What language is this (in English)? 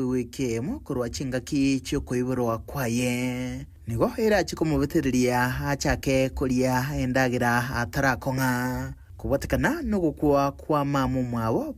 Gusii